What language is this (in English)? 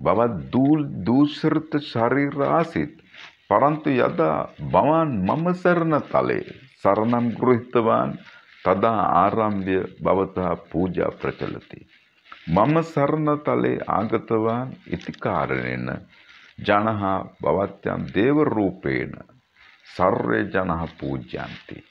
Sanskrit